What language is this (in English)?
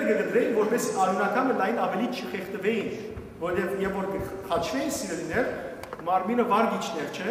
Western Armenian